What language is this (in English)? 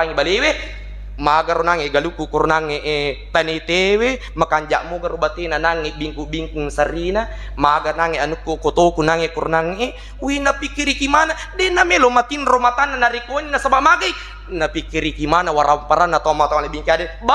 Buginese